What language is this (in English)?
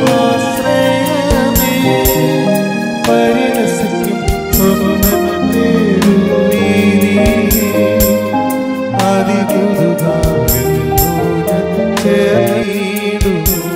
Malayalam